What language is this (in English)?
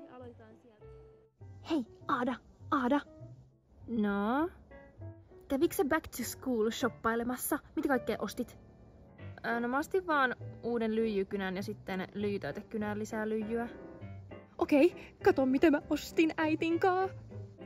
Finnish